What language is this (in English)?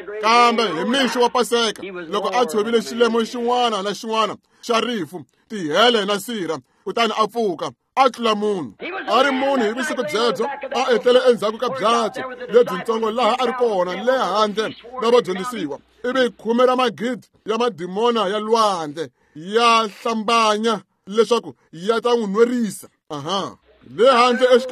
Tsonga